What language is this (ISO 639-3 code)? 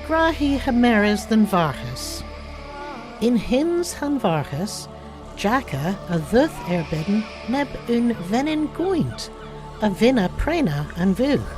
cor